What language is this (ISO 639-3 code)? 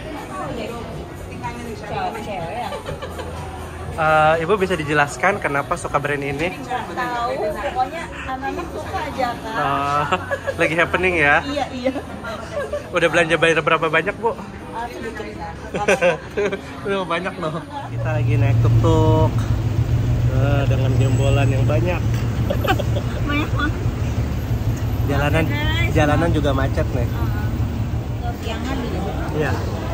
ind